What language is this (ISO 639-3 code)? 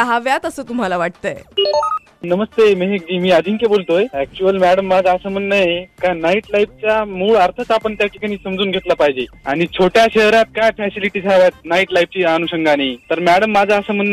mar